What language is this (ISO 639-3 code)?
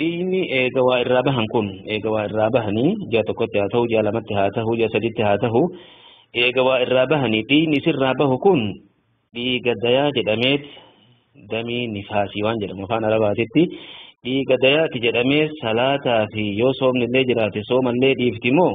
orm